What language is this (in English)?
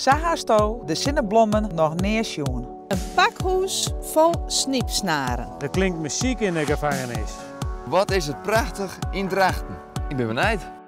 Western Frisian